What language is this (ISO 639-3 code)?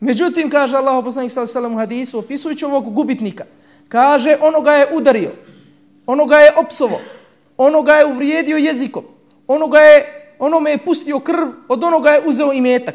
bos